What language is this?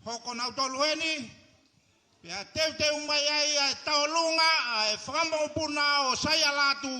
Tongan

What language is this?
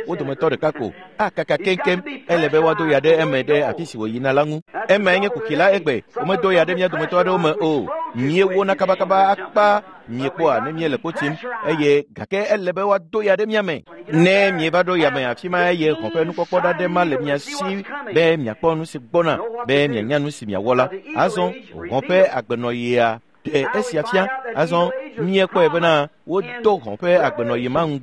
Ewe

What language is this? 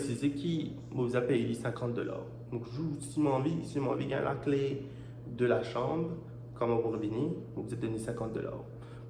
Morisyen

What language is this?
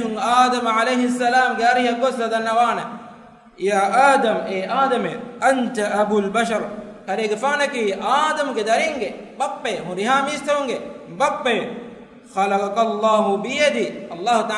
Divehi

